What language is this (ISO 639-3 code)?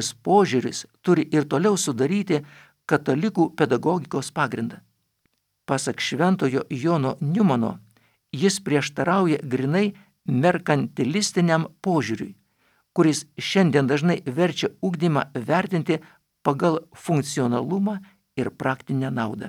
lit